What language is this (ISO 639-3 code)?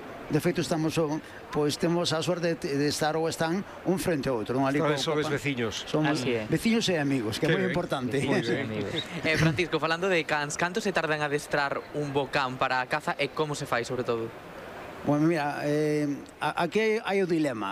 glg